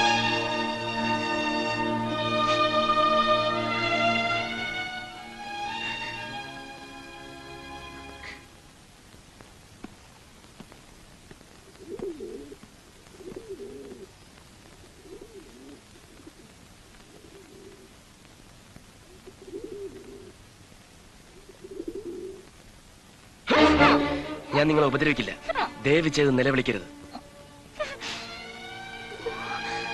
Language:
Malayalam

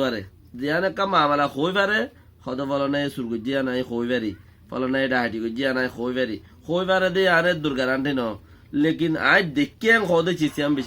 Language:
Rohingya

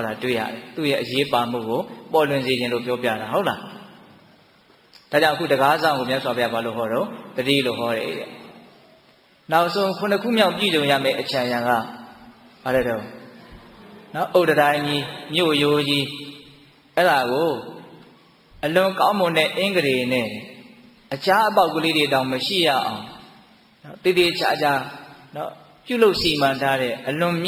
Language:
Burmese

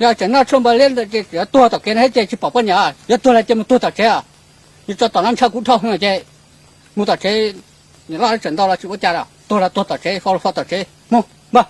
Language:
Hmong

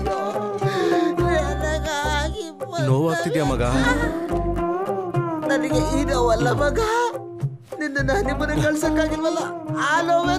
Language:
Kannada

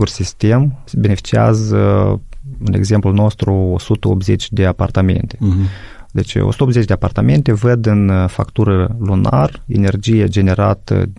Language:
Romanian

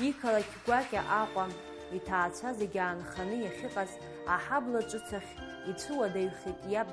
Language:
Abkhazian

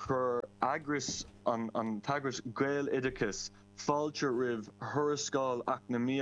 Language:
Irish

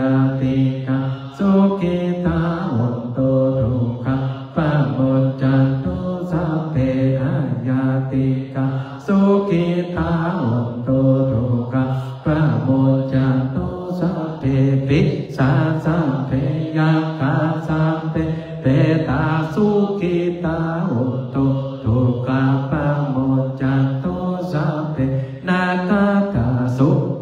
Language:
Pali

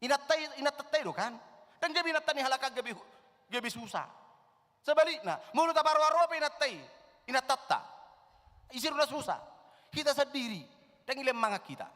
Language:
Batak Toba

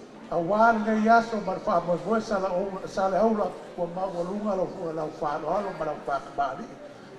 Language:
Samoan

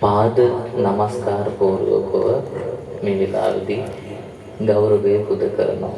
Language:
Sinhala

